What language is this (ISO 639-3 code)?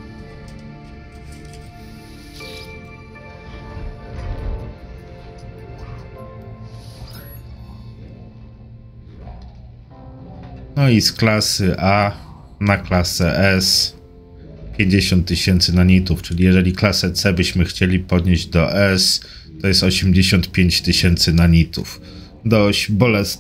pol